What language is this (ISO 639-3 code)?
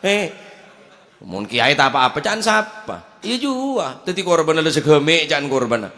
mad